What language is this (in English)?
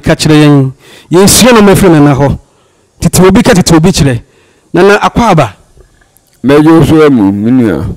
Akan